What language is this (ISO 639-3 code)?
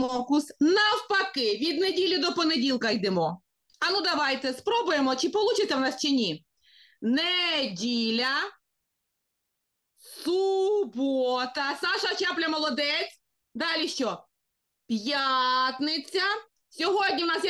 ukr